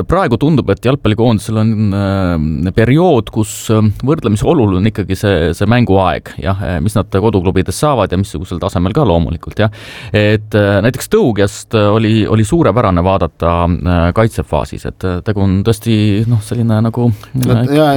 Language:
Estonian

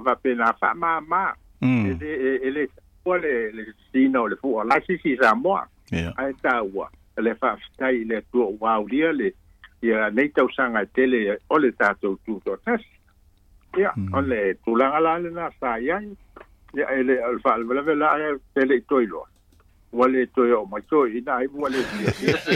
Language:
Samoan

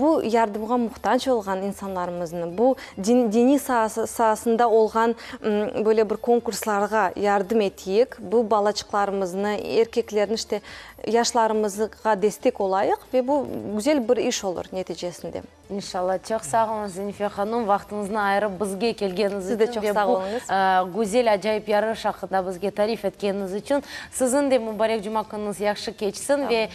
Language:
Crimean Tatar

